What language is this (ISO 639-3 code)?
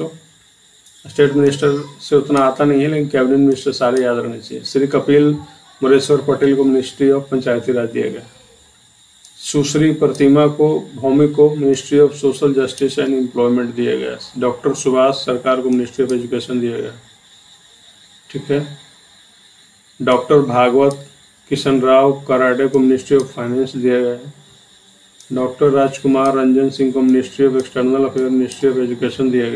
hin